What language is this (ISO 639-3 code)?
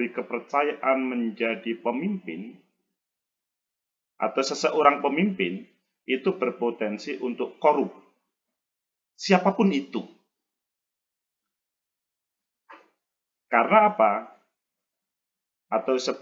ind